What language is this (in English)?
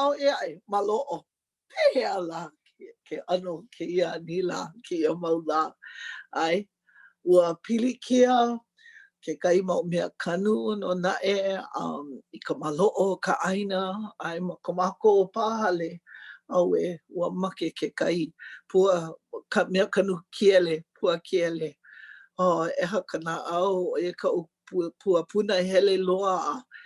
Hawaiian